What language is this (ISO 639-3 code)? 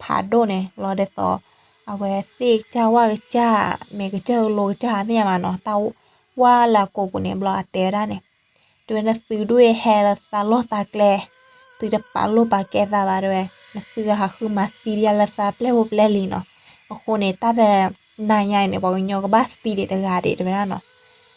ksw